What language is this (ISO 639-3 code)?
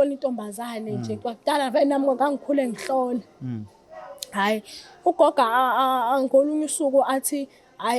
zul